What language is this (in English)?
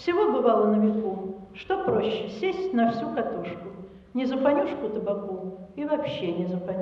Russian